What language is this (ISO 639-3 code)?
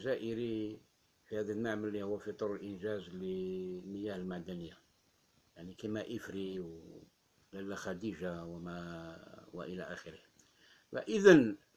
ara